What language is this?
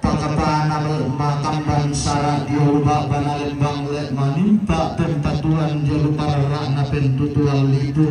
Toraja-Sa'dan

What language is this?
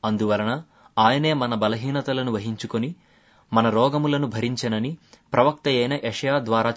Telugu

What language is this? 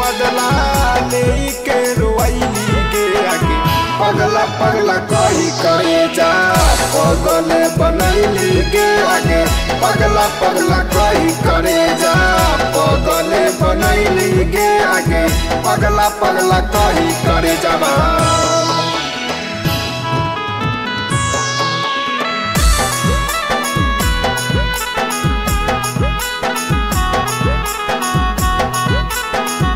Bhojpuri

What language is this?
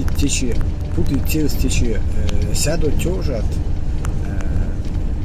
Erzya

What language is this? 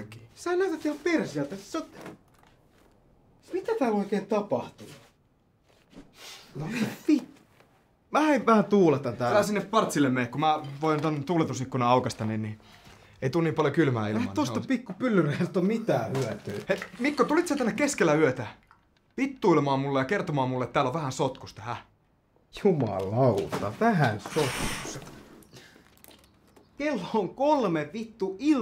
Finnish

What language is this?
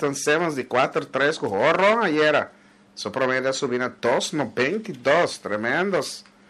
Papiamento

